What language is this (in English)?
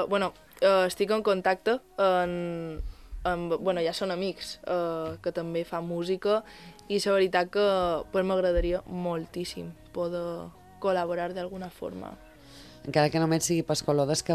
Catalan